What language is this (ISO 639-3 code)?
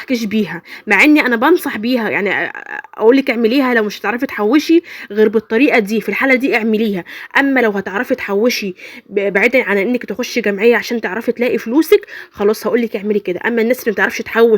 arz